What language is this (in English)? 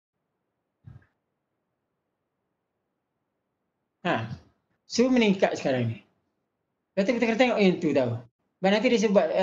Malay